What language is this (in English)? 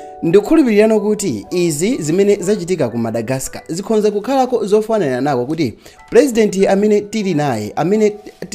Nyanja